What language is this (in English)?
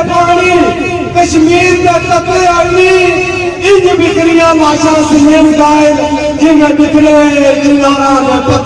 Pahari-Potwari